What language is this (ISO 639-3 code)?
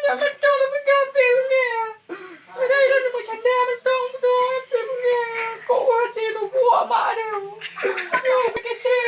ace